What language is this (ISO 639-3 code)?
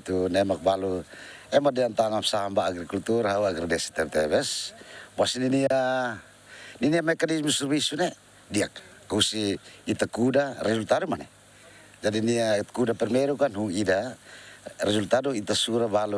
tet